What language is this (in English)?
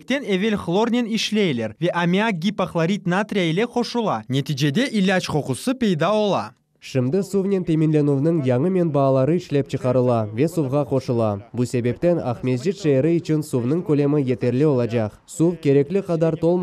Crimean Tatar